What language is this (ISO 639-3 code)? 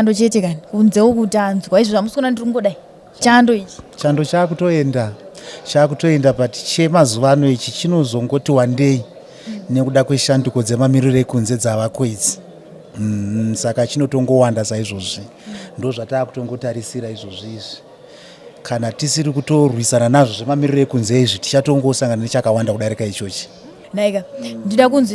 sna